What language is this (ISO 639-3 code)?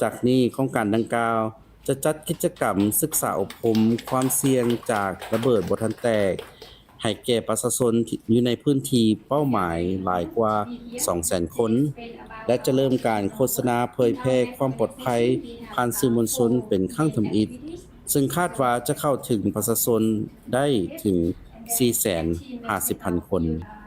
lao